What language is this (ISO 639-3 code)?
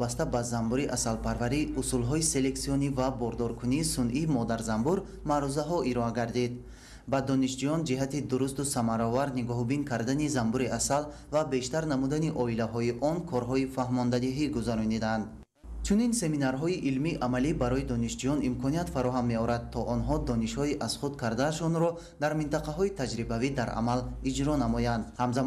tgk